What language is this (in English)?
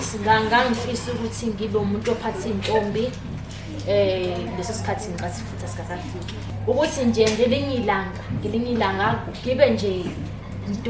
Zulu